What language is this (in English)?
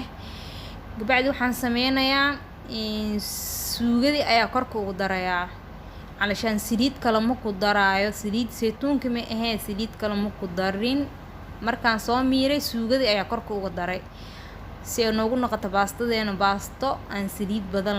Somali